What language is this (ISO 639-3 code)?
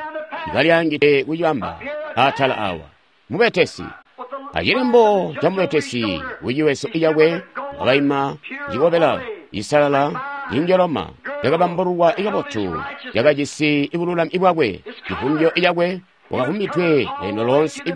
toi